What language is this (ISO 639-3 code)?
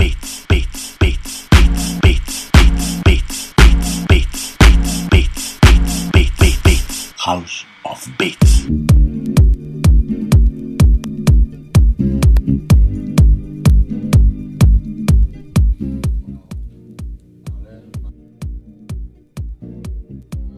eus